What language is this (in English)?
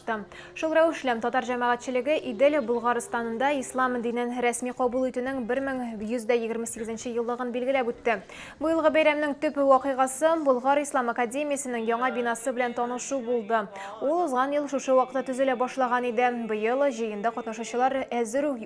Tatar